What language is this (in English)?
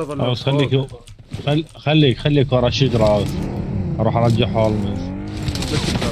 Mesopotamian Arabic